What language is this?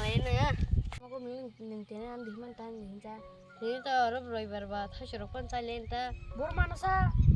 Kok Borok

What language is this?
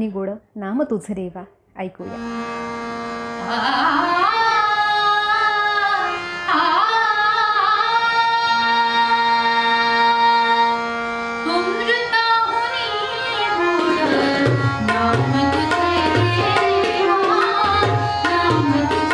Marathi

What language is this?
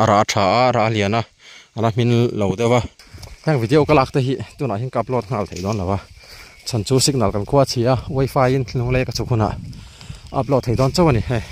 Mizo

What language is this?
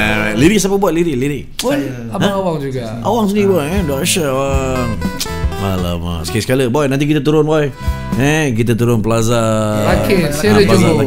Malay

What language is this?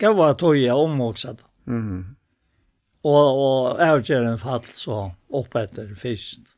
Faroese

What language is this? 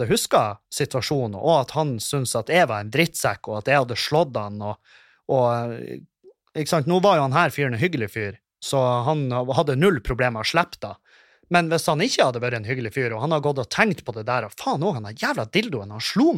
Norwegian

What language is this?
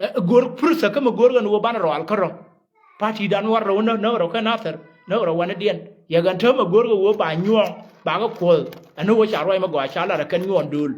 Nuer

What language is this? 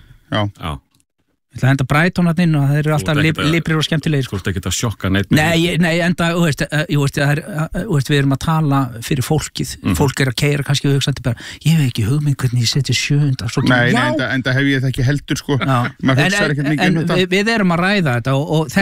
Icelandic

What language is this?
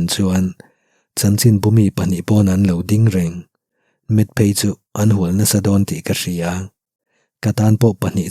Mizo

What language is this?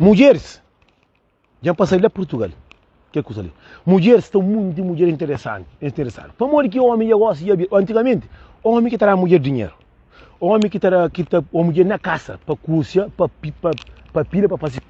Kabuverdianu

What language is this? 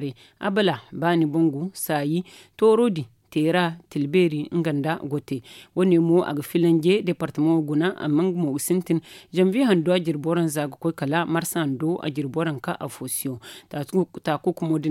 Zarma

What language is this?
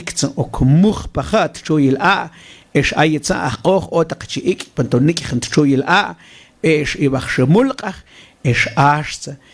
Mam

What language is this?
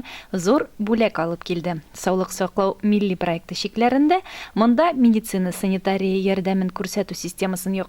Tatar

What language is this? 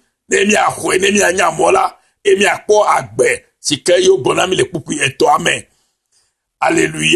Ewe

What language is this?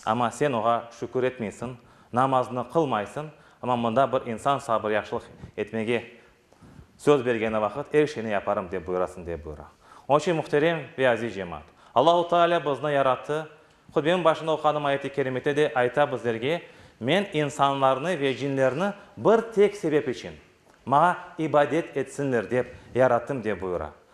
Crimean Tatar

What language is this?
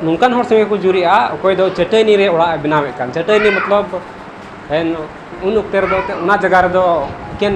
Santali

